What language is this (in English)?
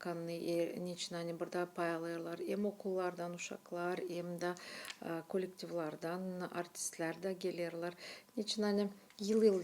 Gagauz